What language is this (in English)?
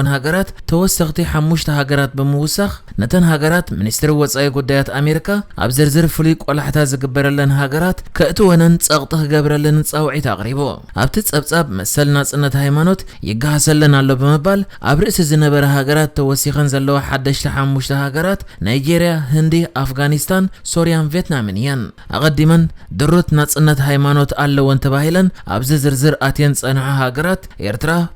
Tigrinya